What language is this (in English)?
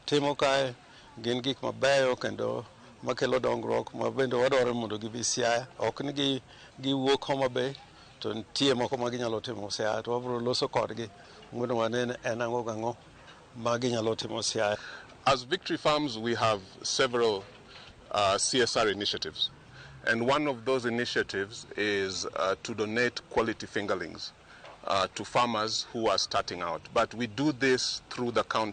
Luo (Kenya and Tanzania)